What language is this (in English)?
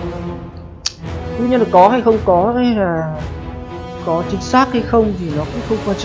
Vietnamese